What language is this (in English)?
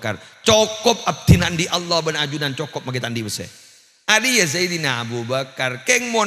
Madurese